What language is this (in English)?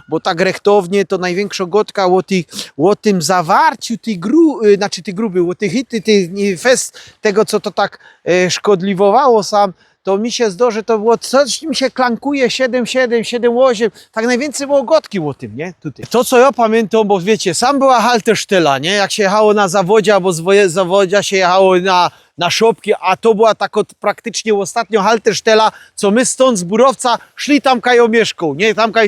Silesian